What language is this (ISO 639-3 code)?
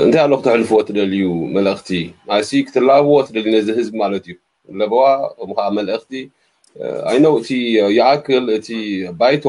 tir